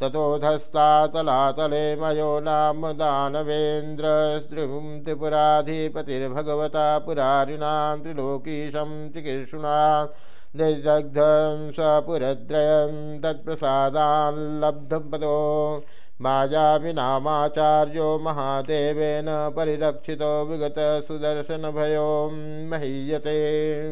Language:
Sanskrit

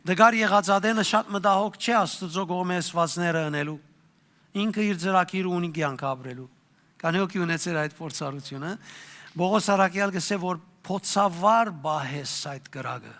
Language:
Western Armenian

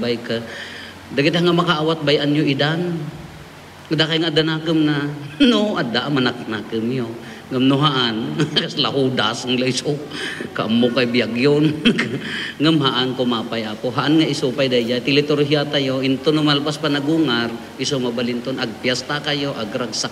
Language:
Iloko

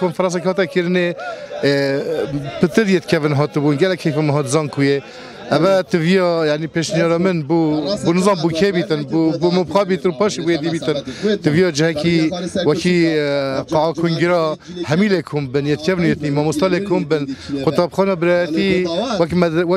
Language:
Kurdish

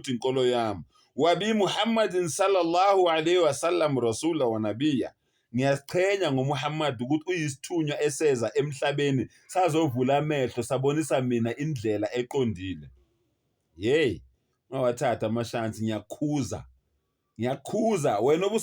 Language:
Zulu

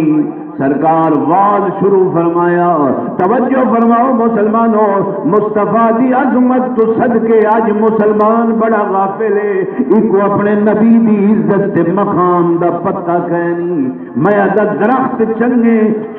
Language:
Saraiki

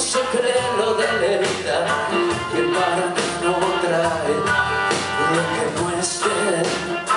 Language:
Spanish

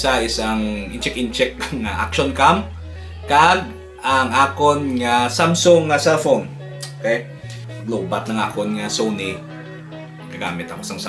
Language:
Hiligaynon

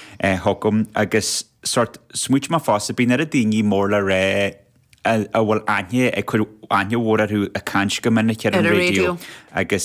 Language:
Irish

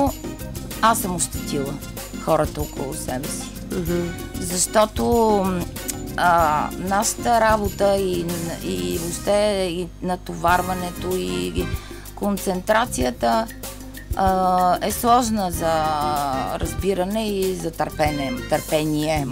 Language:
Bulgarian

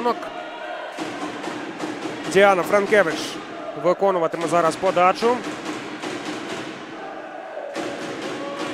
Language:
Ukrainian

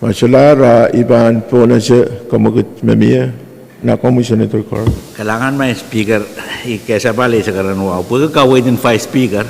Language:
Pohnpeian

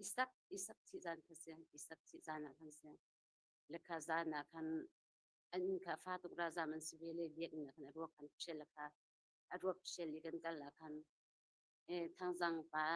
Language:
Hakha Chin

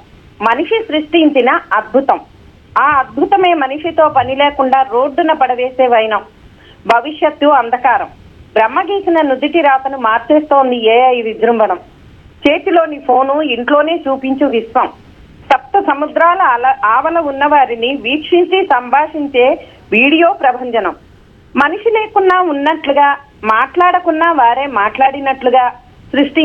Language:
Telugu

